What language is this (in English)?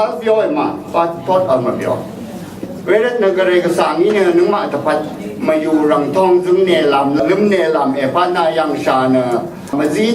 Rawang